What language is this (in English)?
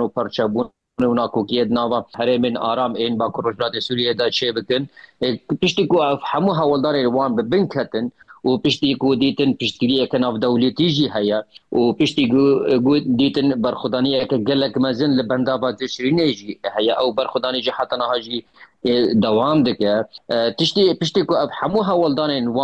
Kurdish